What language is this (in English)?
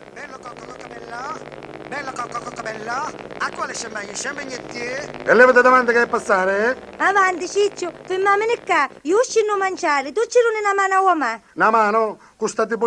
Sicilian